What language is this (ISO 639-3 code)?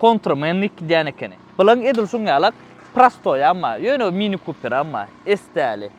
tuk